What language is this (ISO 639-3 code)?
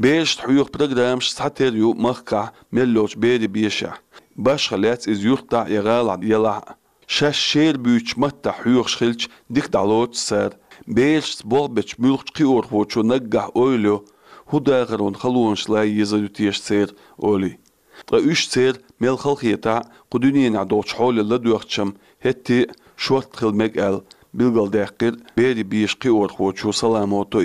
che